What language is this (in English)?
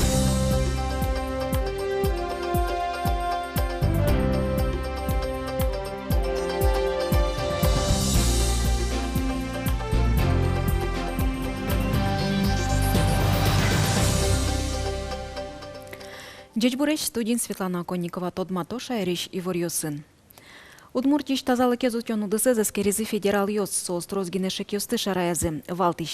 Udmurt